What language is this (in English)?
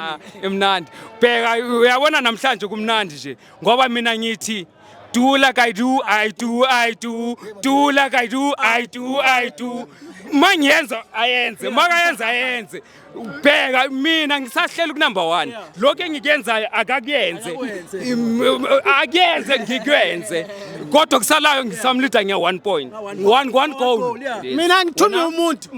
Zulu